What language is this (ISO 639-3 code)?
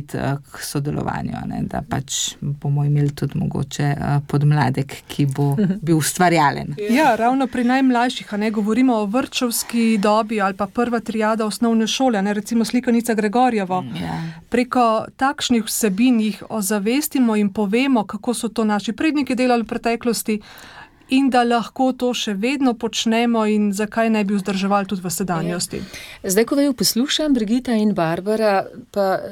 slv